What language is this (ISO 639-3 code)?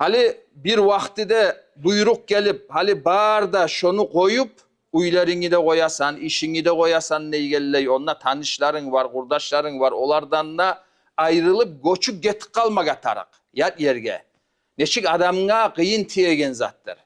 kum